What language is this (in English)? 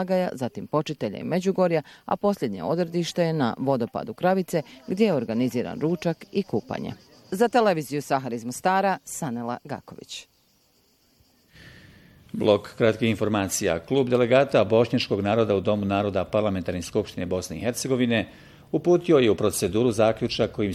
Bosnian